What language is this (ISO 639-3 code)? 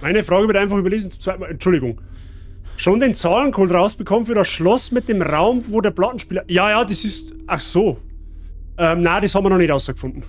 bar